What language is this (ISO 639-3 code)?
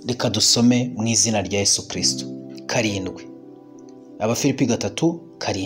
kin